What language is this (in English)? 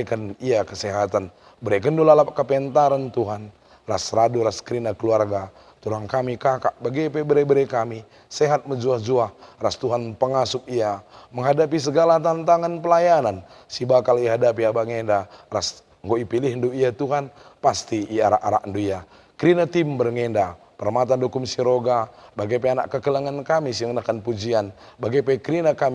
Batak Karo